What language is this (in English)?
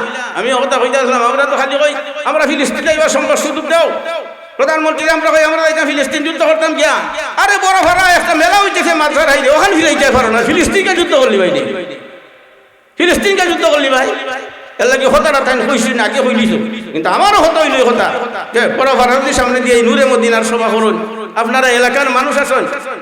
Sylheti